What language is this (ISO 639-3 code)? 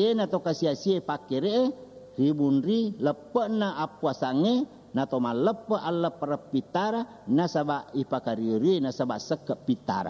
bug